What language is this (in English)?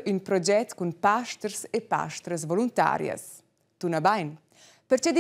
Romansh